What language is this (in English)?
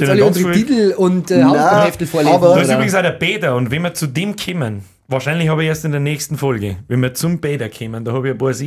Bavarian